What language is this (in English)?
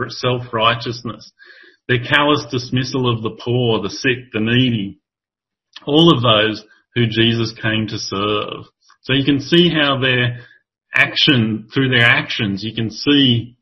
English